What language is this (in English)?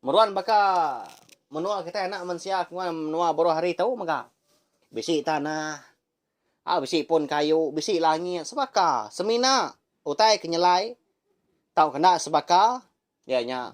Iban